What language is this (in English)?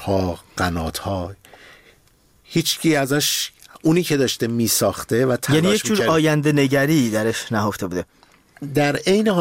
Persian